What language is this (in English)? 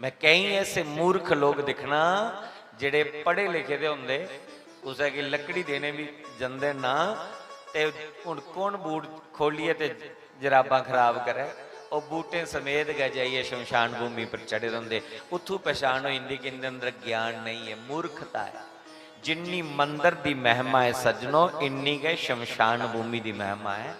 Dogri